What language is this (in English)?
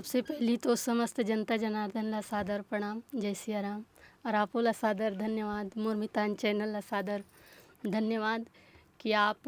Chhattisgarhi